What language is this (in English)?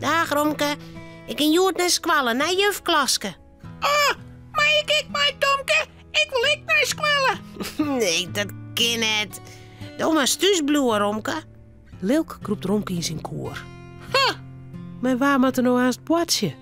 Western Frisian